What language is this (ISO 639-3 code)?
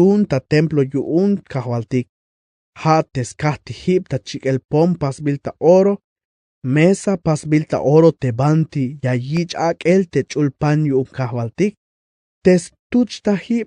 tzh